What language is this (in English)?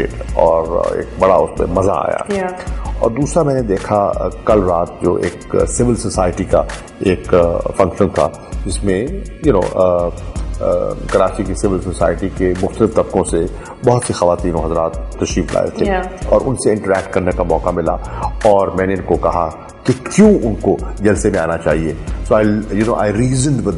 Urdu